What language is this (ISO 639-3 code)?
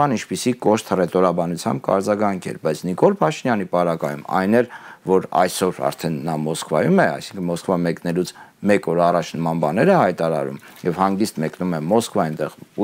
hye